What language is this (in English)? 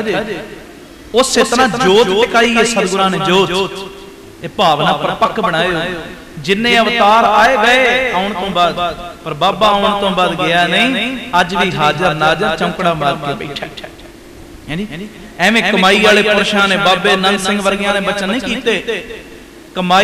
Punjabi